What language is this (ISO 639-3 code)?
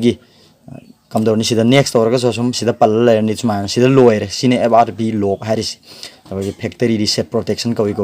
mni